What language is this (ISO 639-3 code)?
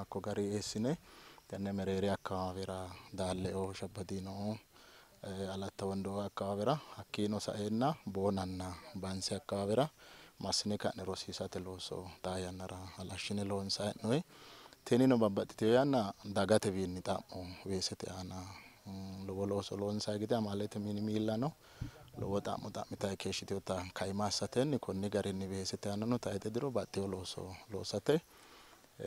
sid